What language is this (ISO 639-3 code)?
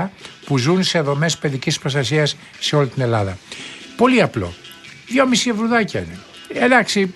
ell